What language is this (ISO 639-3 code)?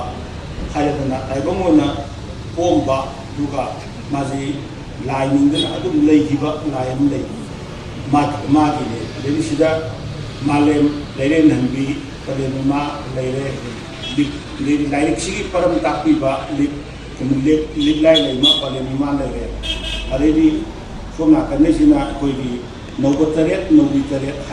mni